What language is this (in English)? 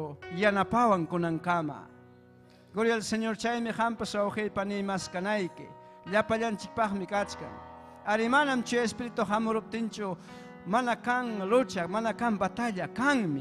Ayacucho Quechua